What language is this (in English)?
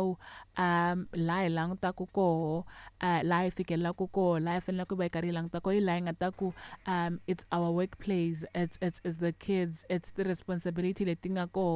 Tsonga